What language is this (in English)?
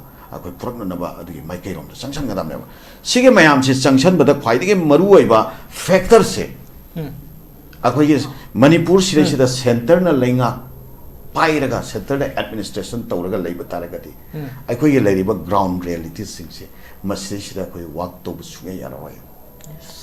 Manipuri